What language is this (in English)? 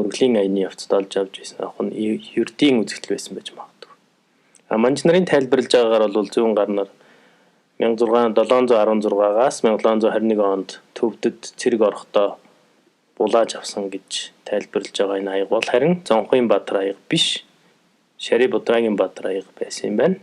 Mongolian